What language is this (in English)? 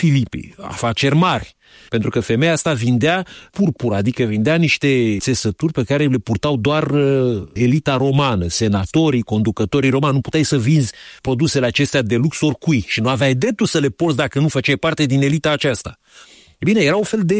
Romanian